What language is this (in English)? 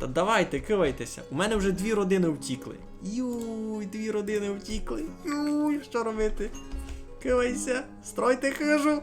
Rusyn